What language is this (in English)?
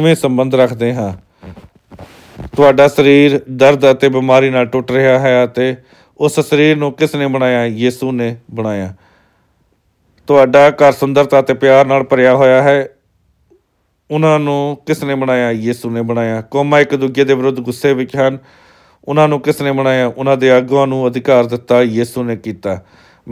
Punjabi